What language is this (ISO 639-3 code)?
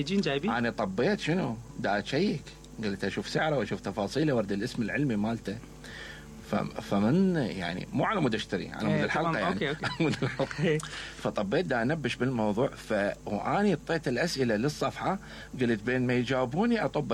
acm